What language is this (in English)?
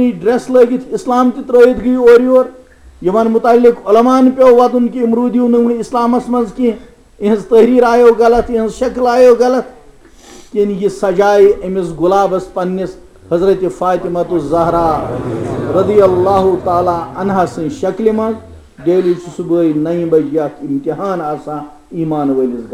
Kashmiri